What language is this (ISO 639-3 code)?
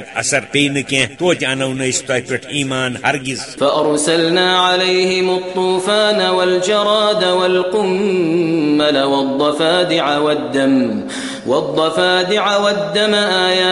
kas